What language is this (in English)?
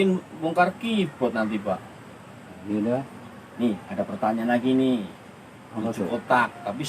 Betawi